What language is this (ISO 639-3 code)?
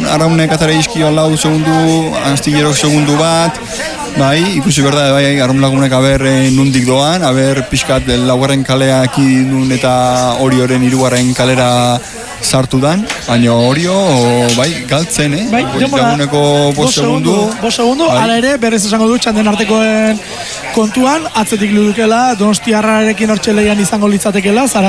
eus